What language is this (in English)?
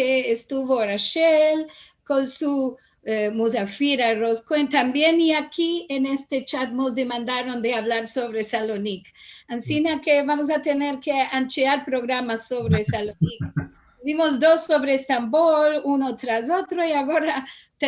Ladino